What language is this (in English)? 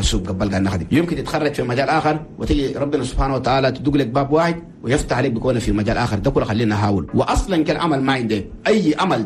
Chadian Arabic